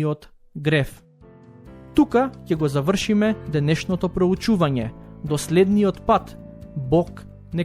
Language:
Macedonian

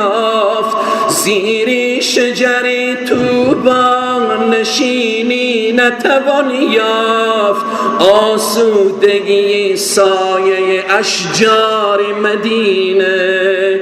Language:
Persian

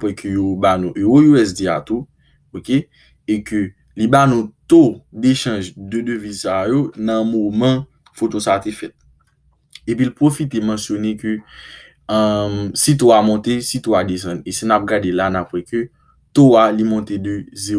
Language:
Haitian Creole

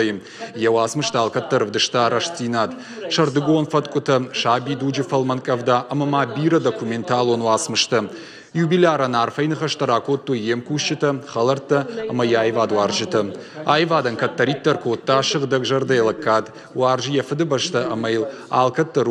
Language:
Ossetic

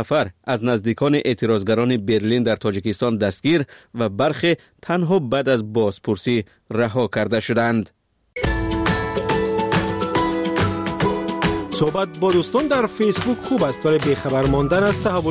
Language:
Persian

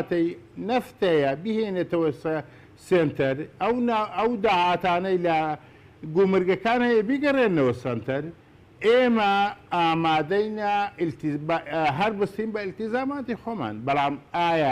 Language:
Central Kurdish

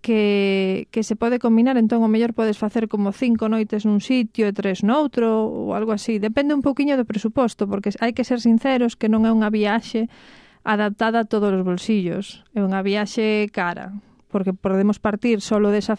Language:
Galician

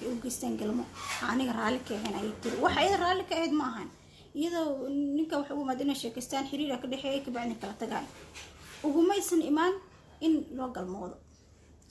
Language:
Somali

